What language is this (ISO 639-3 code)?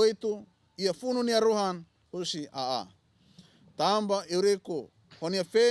tet